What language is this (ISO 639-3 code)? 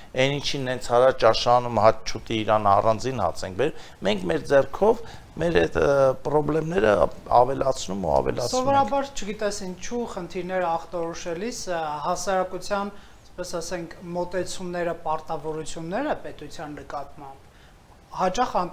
hye